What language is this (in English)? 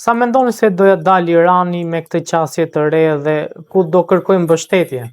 Albanian